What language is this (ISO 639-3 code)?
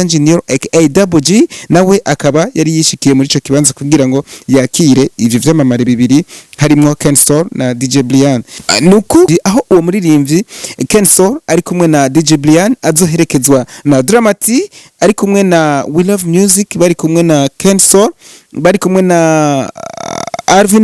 run